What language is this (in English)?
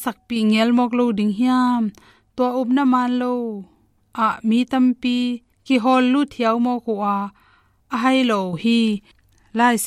Tedim Chin